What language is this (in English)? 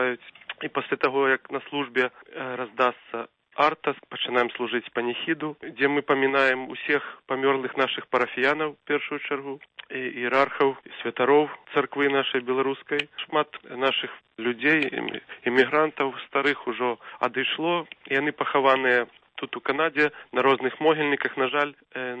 Belarusian